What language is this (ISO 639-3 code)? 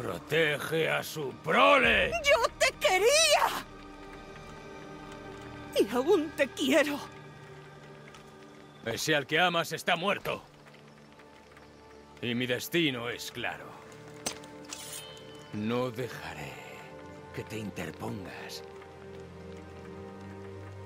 spa